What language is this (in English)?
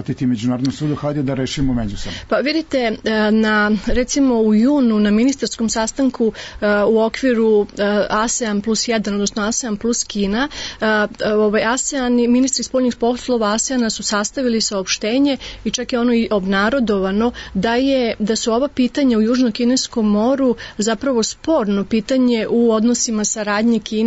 Serbian